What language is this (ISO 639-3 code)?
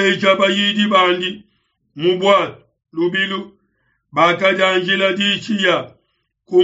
lua